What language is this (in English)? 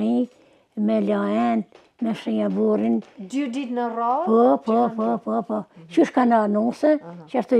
Albanian